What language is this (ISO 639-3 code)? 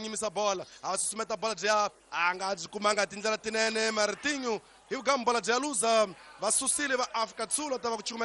tso